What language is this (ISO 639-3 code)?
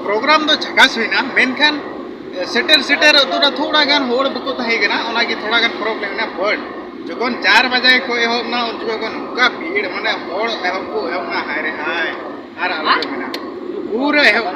sat